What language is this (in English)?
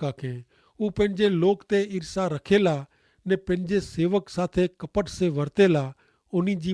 Kachhi